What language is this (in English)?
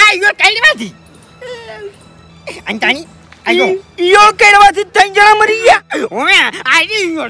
Gujarati